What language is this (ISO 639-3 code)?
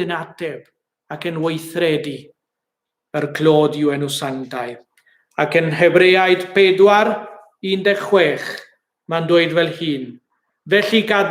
cym